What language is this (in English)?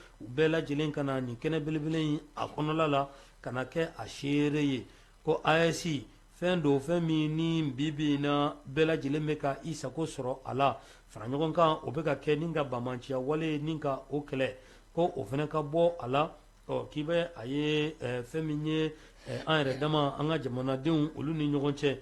Bambara